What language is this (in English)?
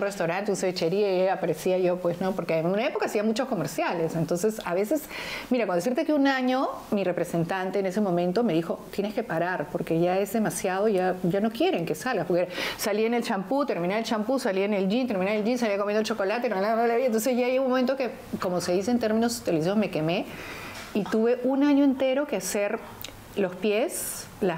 Spanish